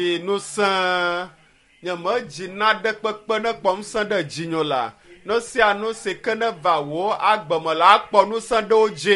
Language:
Ewe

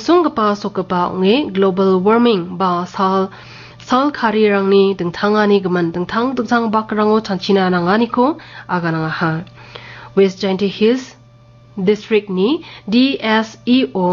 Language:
Garo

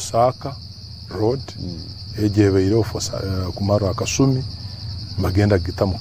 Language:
Nyankole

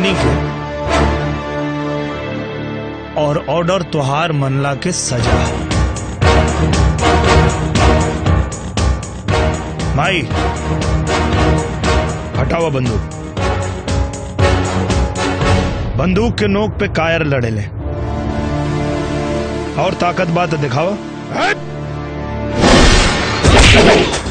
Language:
Bhojpuri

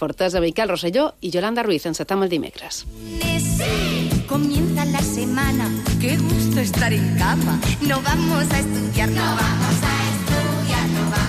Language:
Catalan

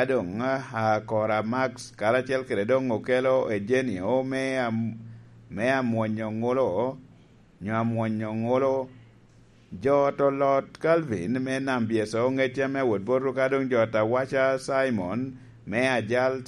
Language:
Lango (Uganda)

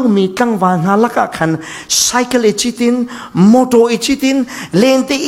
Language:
Falam Chin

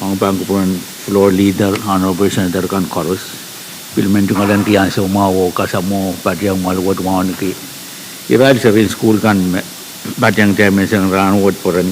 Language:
Pohnpeian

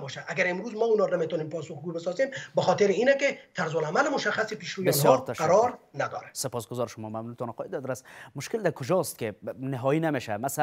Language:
Persian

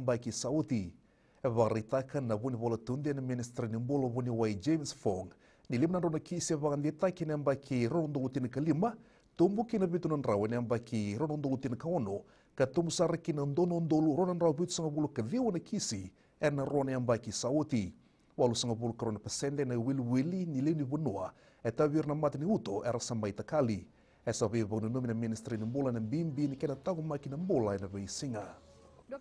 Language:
Fijian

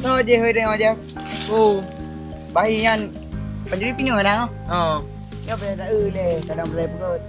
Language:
Achinese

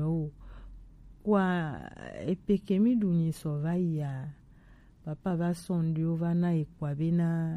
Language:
Gen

